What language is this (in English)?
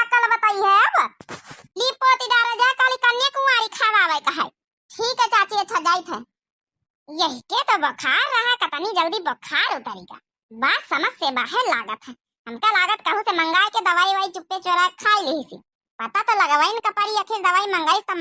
Awadhi